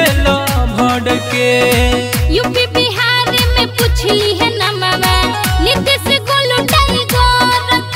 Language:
Bhojpuri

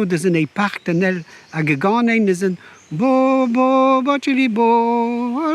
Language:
Breton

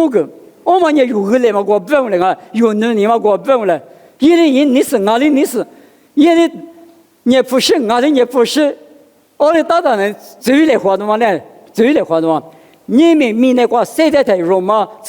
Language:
Lisu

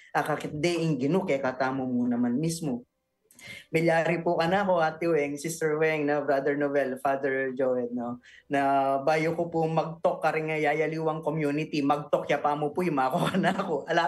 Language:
Pampanga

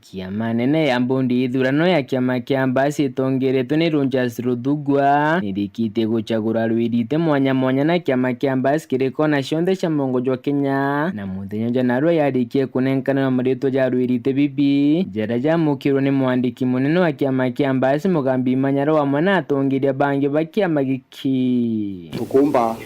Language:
Meru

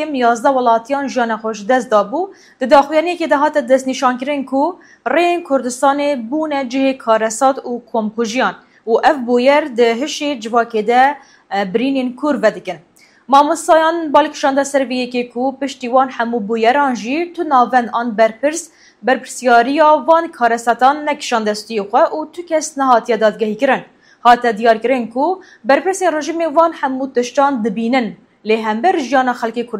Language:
Kurdish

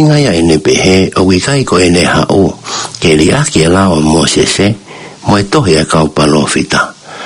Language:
Tongan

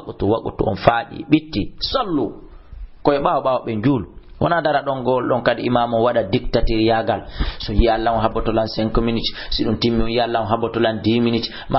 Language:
Fula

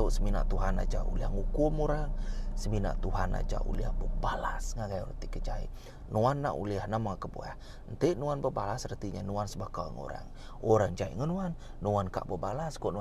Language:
Iban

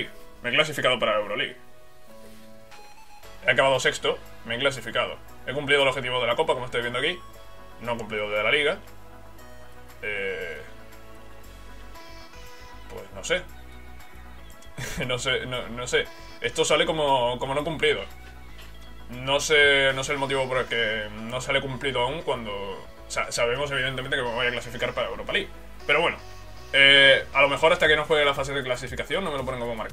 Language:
Spanish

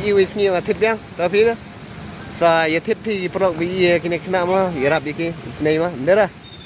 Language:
Khasi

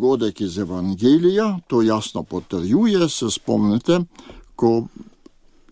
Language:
Slovenian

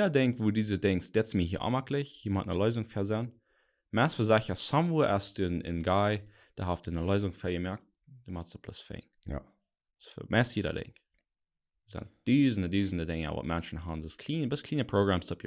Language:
Plautdietsch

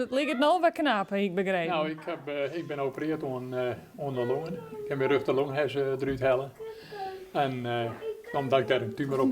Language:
Western Frisian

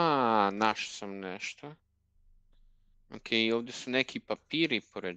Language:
Croatian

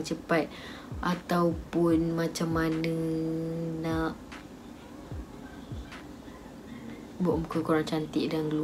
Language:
Malay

